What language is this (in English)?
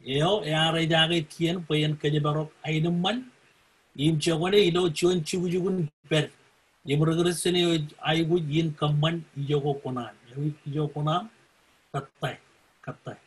Marshallese